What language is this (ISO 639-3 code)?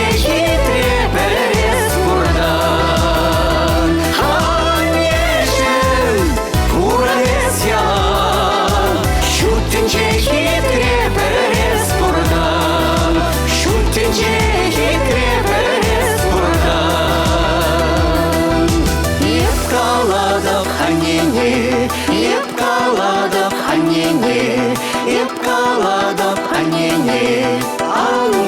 chv